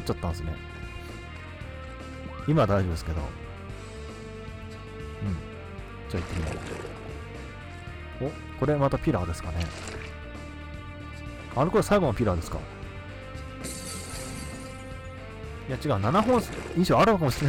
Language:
Japanese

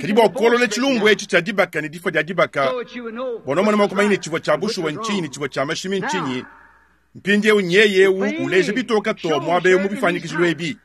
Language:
Luba-Lulua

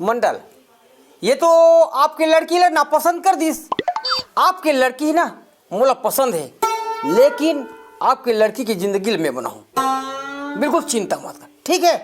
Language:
Chhattisgarhi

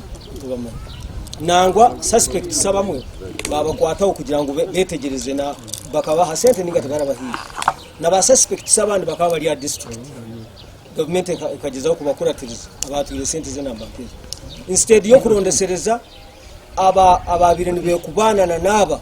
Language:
Nyankole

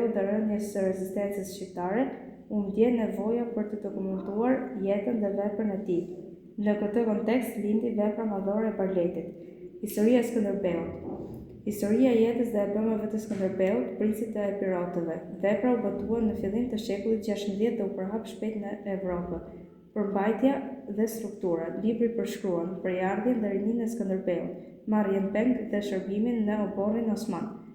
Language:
Albanian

